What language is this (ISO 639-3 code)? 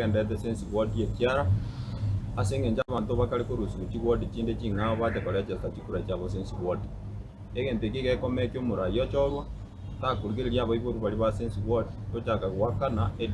guz